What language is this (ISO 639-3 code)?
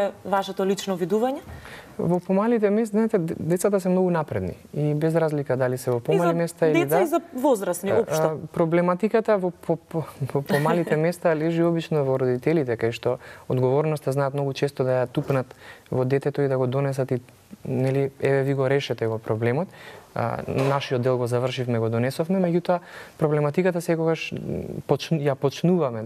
mkd